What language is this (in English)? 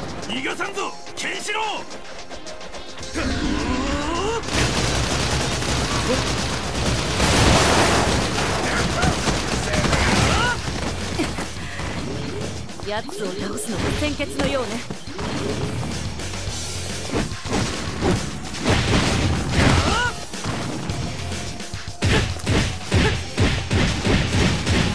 Japanese